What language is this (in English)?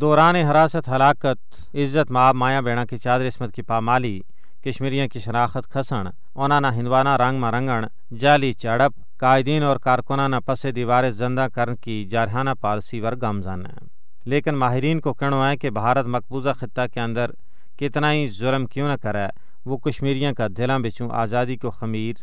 Gujari